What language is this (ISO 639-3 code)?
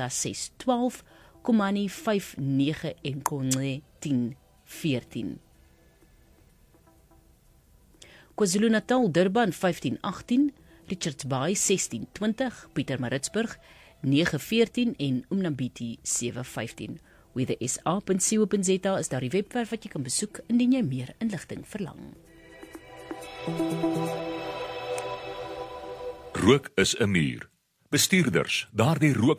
afr